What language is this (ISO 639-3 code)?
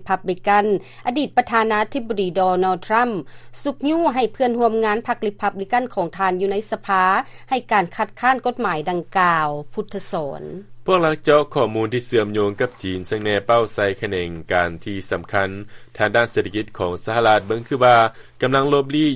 lao